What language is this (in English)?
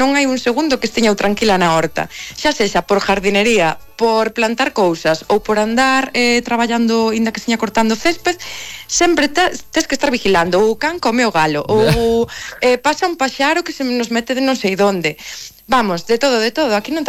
Galician